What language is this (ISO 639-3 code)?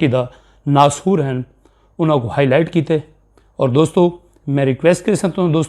skr